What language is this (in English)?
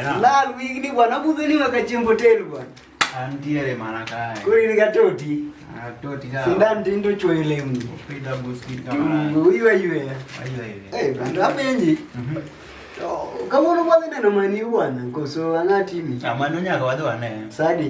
Luo (Kenya and Tanzania)